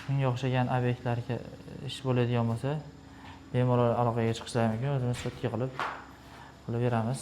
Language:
Uzbek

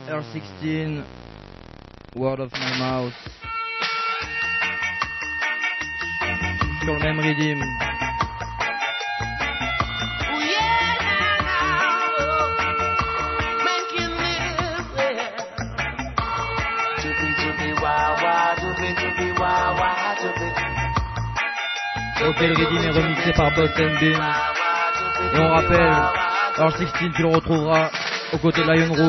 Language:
French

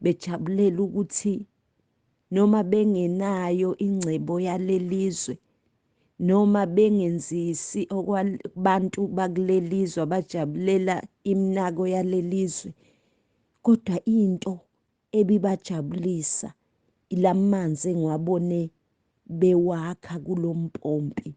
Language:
Zulu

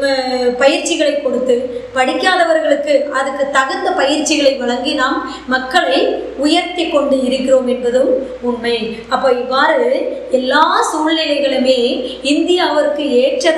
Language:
Tamil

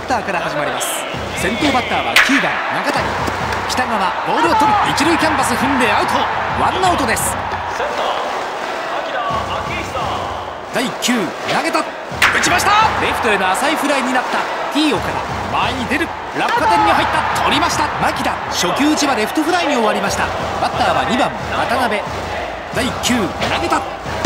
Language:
Japanese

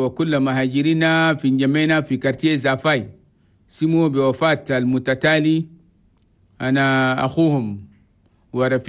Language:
Chadian Arabic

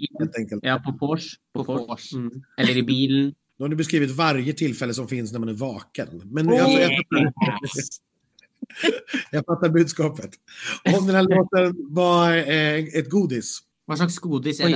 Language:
Swedish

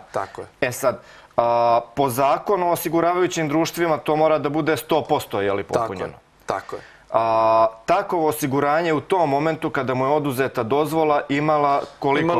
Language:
Serbian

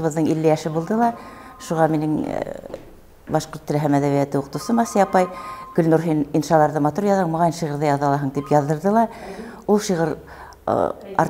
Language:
Bashkir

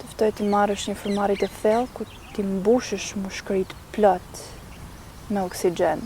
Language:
Albanian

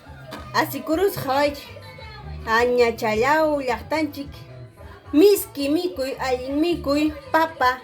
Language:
Ayacucho Quechua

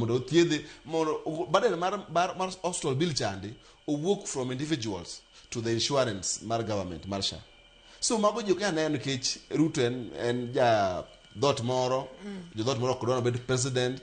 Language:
Luo (Kenya and Tanzania)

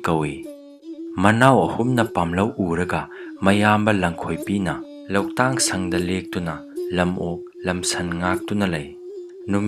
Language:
Manipuri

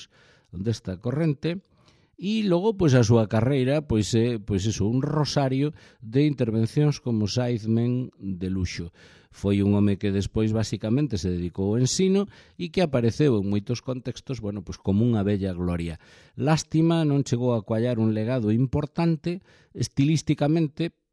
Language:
Galician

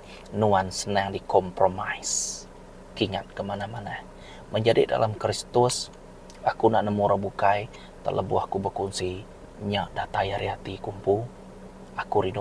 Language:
Iban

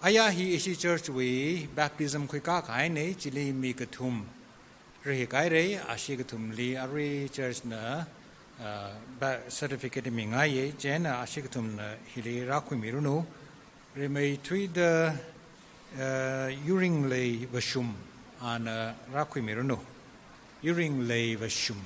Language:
Tangkhul Naga (India)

